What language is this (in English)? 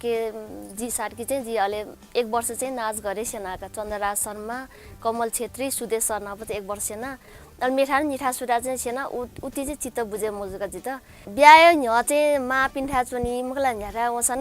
Newari